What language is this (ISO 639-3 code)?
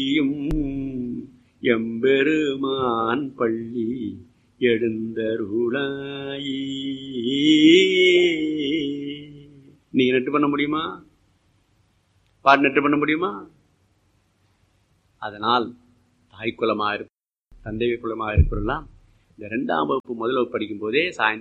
tam